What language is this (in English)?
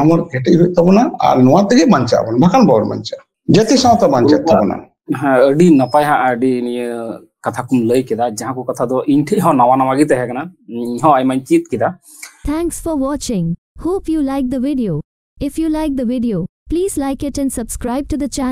Santali